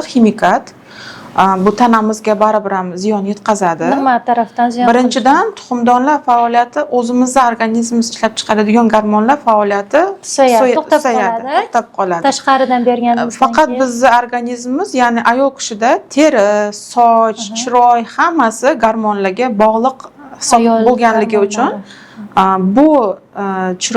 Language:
Uzbek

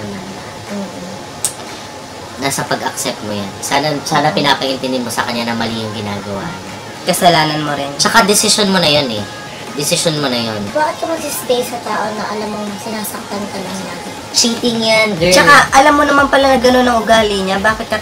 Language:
Filipino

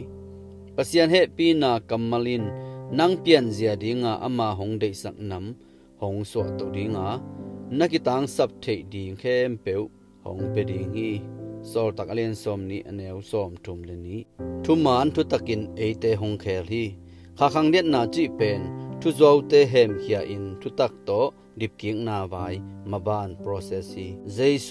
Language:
Tedim Chin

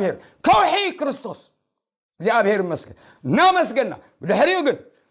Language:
Tigrinya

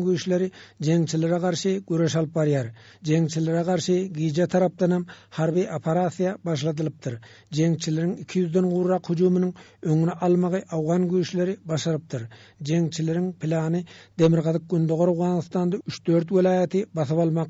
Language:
Turkmen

